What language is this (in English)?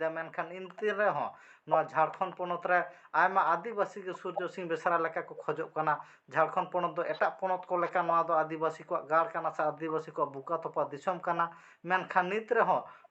Santali